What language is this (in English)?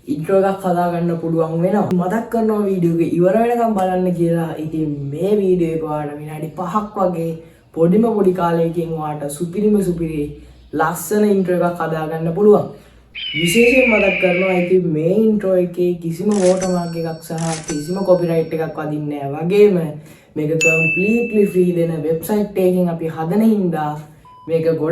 Sinhala